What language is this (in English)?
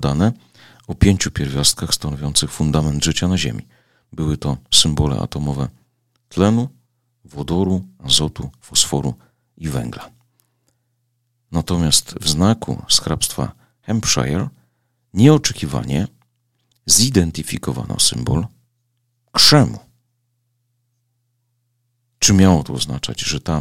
Polish